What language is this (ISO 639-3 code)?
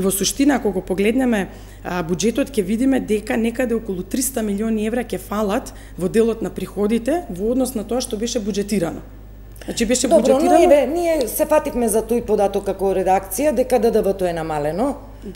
mkd